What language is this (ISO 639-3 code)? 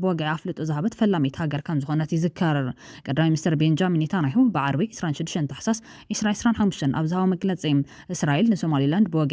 tir